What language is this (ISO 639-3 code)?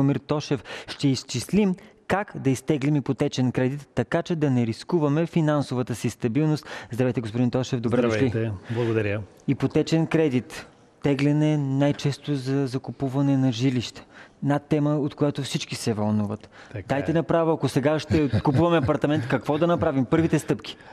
bul